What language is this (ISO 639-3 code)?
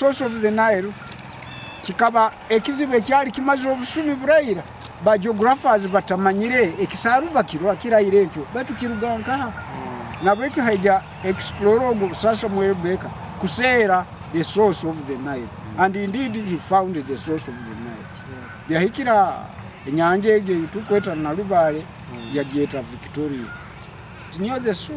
nyo